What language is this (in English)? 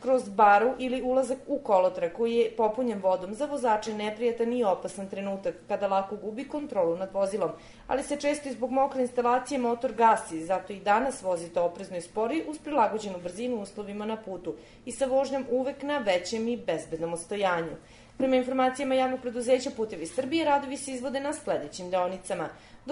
Serbian